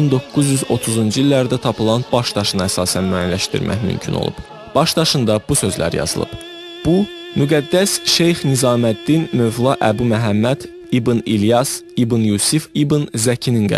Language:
Azerbaijani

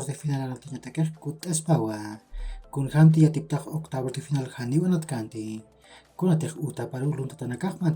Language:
Aymara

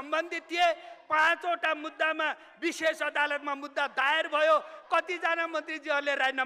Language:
Nepali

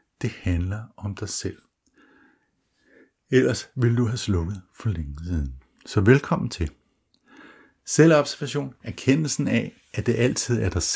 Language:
Danish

